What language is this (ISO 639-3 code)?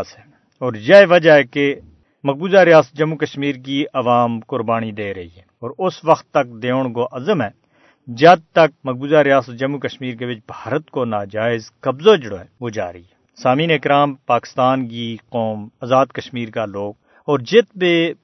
gju